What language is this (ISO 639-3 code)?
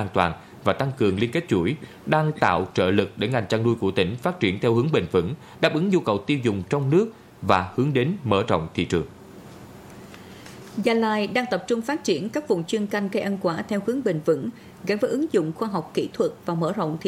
vie